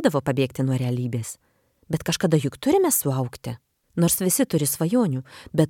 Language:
Lithuanian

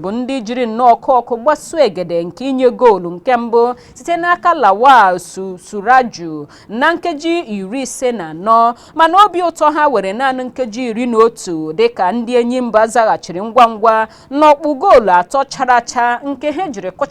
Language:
Igbo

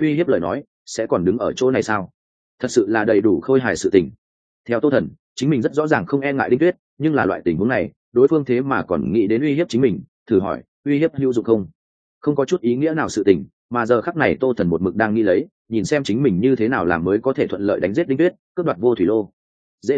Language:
Vietnamese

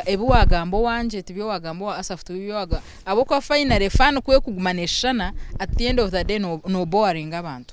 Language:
Nyankole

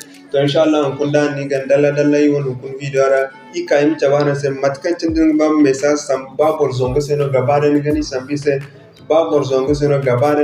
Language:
Zarma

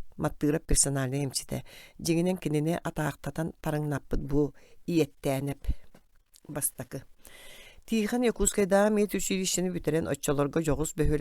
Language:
Yakut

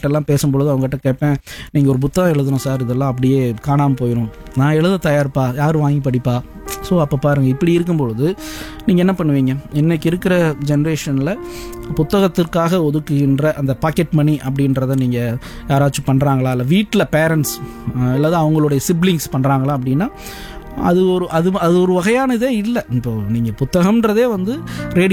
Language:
Tamil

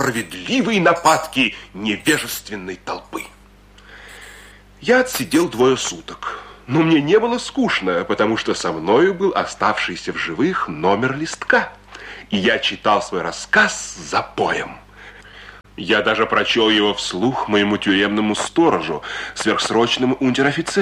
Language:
Russian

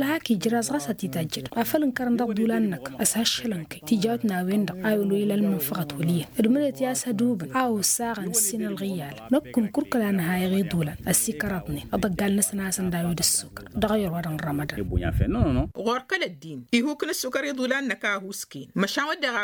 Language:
Tamasheq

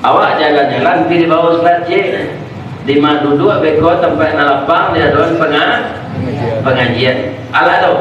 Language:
Minangkabau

